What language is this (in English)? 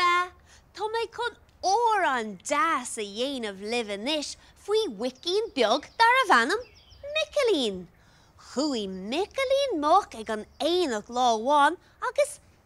Irish